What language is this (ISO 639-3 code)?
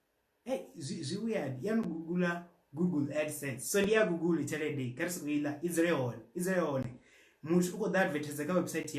ven